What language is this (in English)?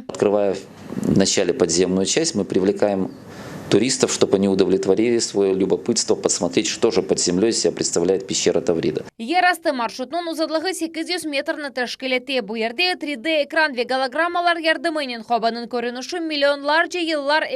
Crimean Tatar